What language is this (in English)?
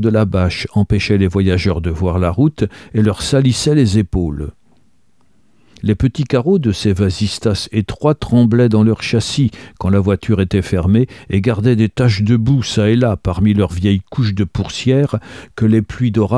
French